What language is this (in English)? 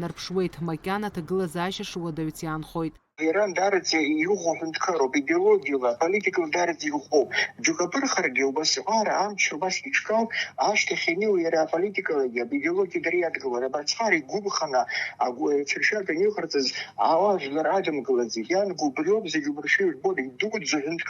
Abkhazian